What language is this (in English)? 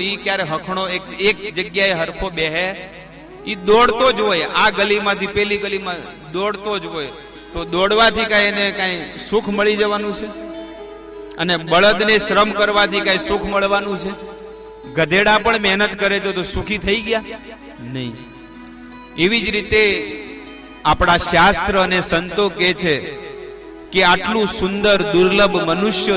Gujarati